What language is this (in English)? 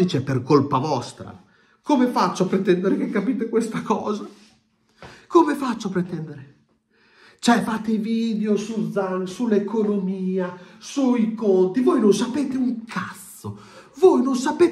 Italian